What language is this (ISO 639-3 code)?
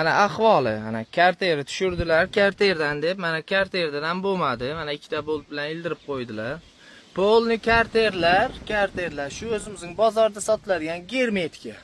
uzb